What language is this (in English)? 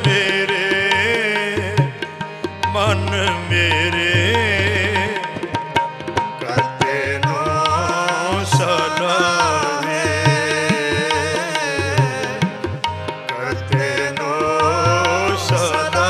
Punjabi